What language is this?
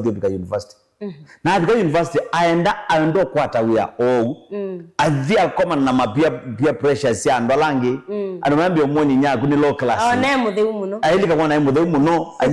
Kamba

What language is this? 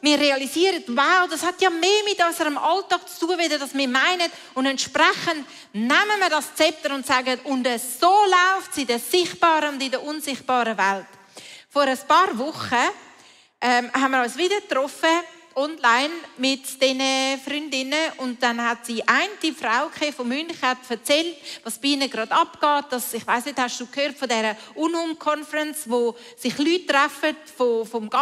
Swiss German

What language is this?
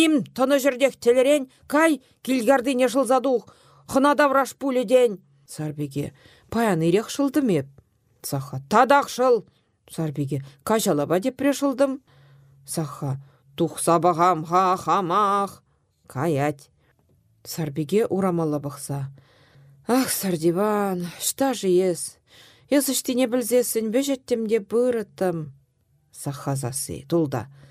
Chuvash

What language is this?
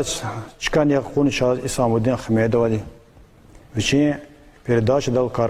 Lezghian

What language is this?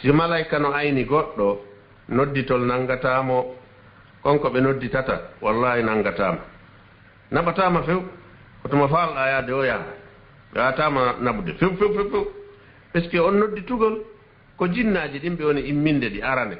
Fula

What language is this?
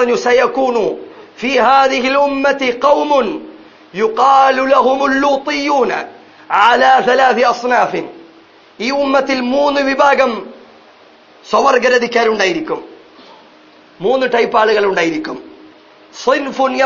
Malayalam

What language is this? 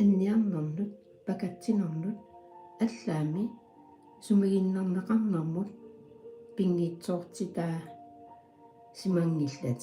Kalaallisut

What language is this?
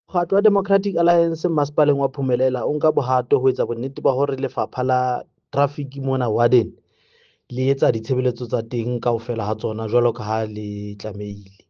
Southern Sotho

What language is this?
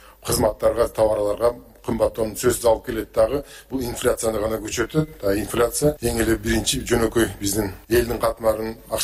Kyrgyz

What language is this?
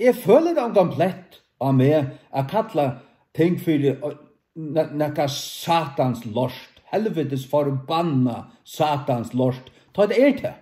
Faroese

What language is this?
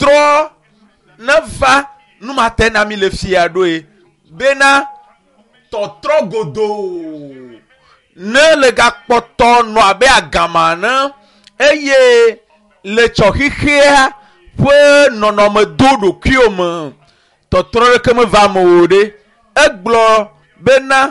Ewe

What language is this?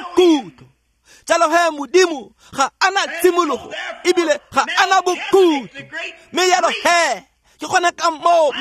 Tswana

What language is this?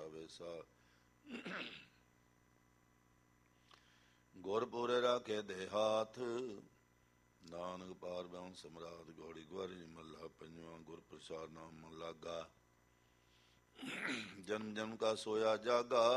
Punjabi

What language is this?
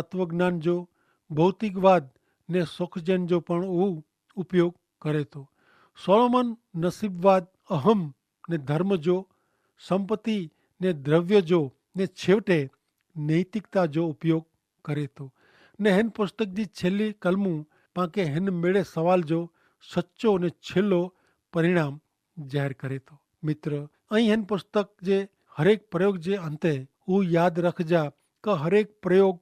Kachhi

